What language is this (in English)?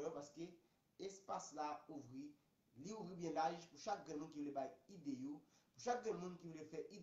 Haitian Creole